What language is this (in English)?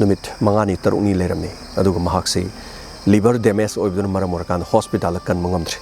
Manipuri